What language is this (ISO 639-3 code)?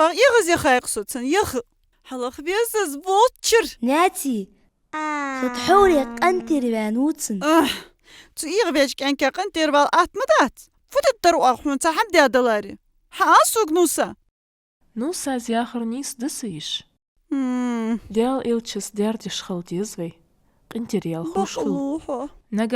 inh